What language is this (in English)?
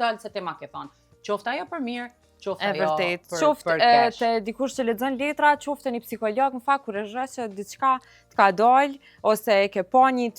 Albanian